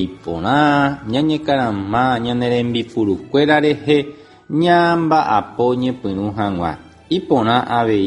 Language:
Guarani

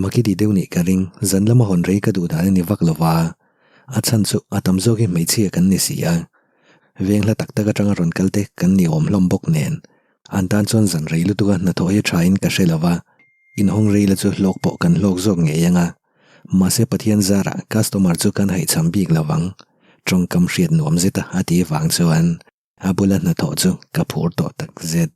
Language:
Mizo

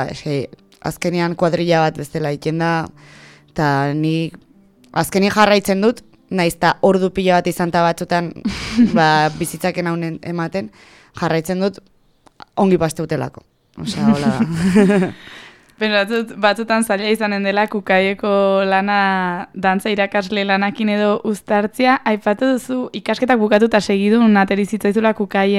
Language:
Basque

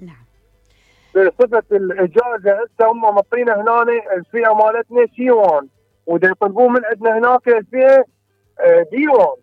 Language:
Mesopotamian Arabic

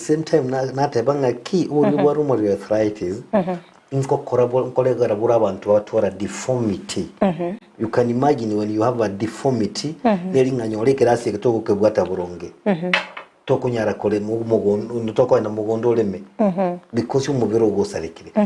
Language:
Gusii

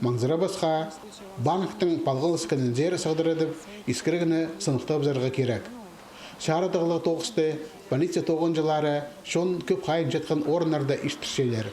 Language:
Khakas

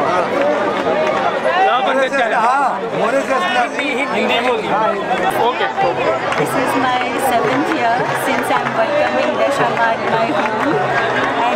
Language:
Gujarati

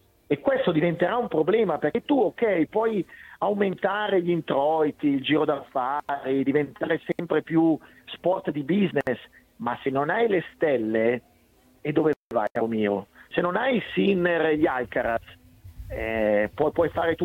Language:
Italian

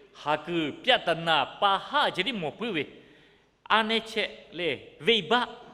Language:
Lahu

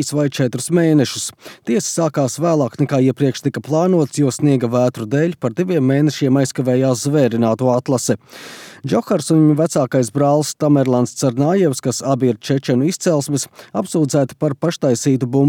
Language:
Latvian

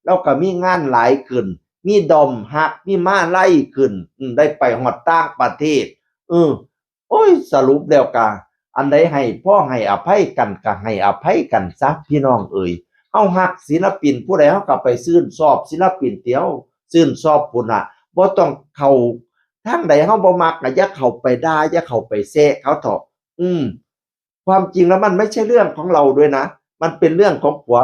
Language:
Northeastern Thai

